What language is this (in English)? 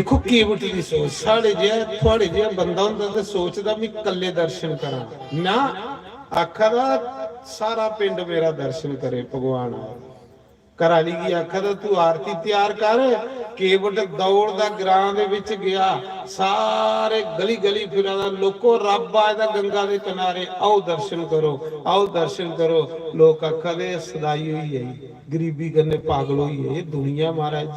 Dogri